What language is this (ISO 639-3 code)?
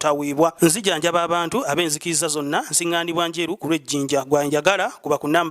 lug